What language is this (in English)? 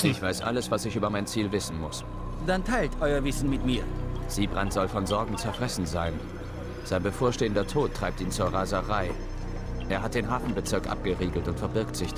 Bavarian